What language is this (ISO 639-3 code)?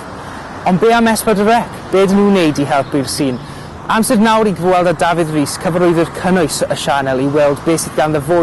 cym